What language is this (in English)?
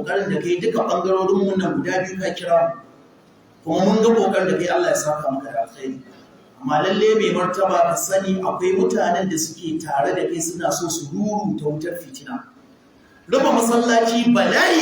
Hausa